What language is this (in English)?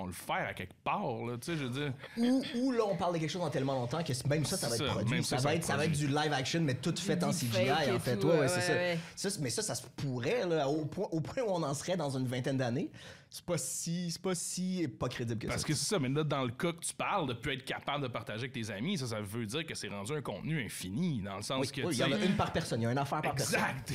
French